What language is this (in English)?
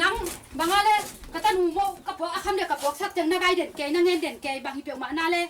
Tedim Chin